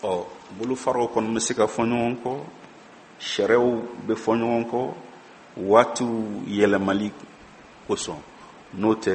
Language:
Bambara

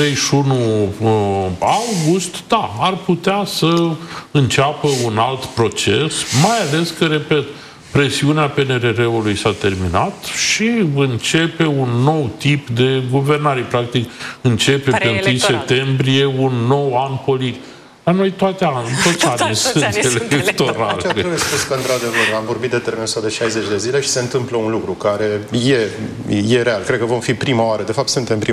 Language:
Romanian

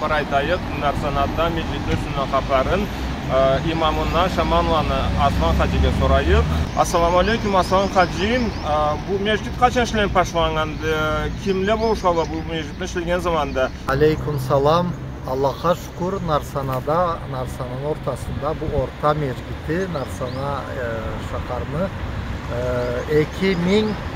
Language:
Karachay-Balkar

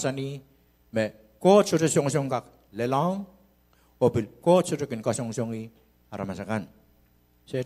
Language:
Pohnpeian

